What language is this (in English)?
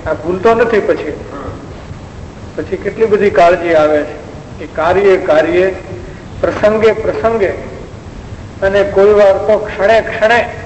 Gujarati